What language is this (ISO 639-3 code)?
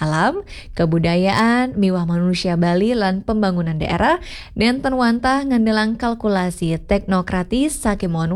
ban